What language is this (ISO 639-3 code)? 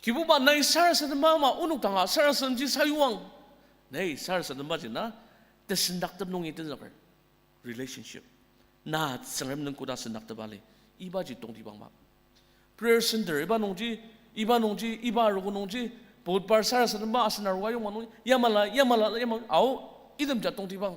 njo